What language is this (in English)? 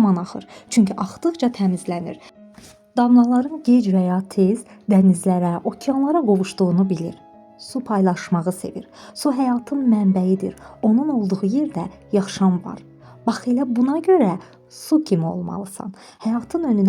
Azerbaijani